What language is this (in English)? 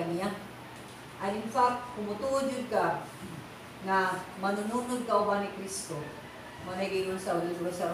Cebuano